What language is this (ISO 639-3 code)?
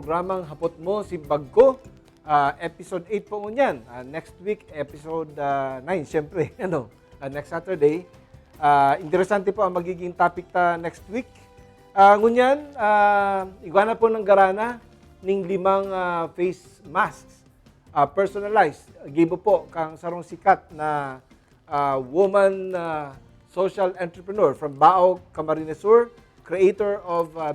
bik